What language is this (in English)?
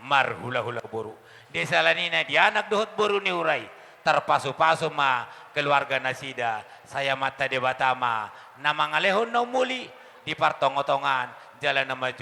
Batak Toba